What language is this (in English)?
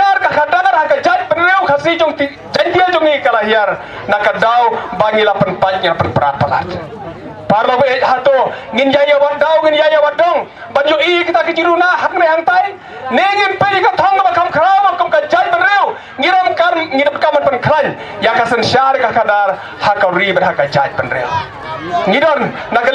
Khasi